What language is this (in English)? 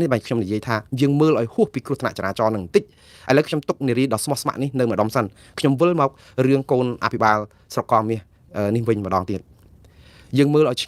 Khmer